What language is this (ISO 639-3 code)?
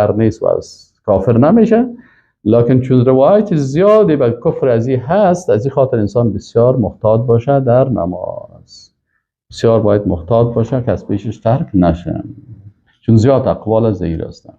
fas